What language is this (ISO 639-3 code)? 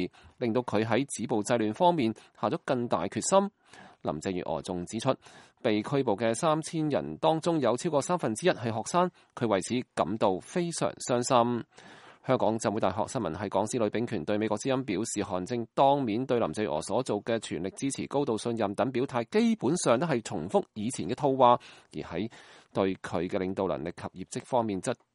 yue